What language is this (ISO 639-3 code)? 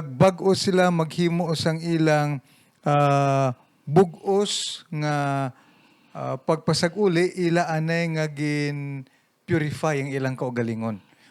hil